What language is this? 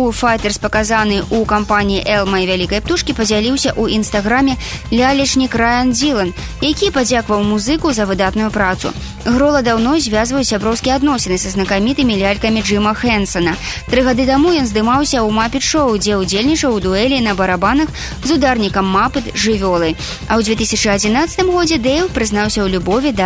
Belarusian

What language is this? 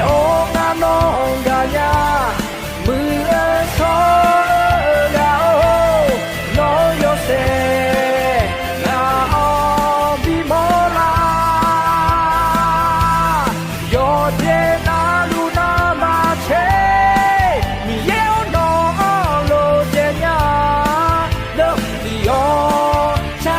Akha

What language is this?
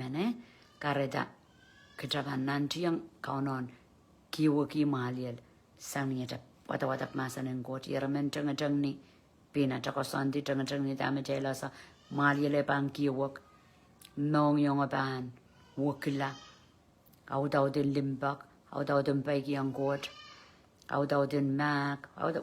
Pohnpeian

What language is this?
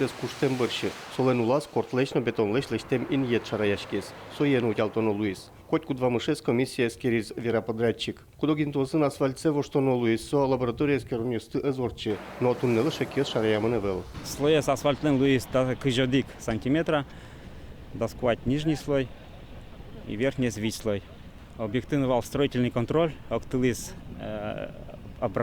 Udmurt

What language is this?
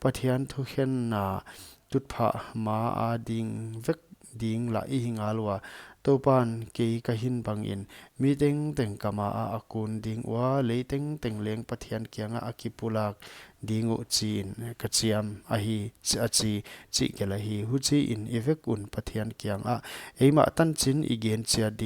Paite Chin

